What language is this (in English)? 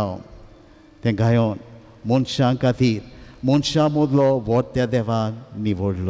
Konkani